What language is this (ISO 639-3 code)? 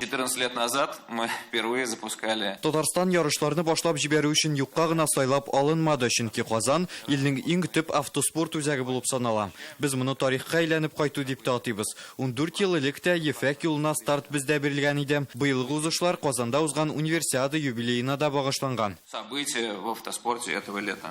tat